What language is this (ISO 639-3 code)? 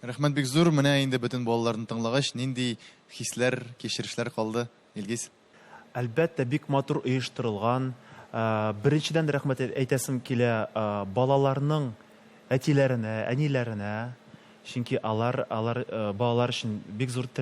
tat